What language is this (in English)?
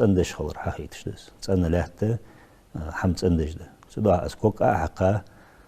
Ingush